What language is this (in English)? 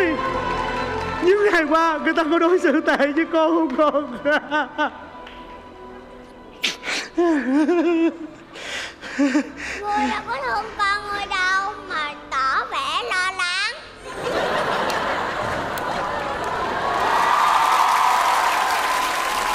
Vietnamese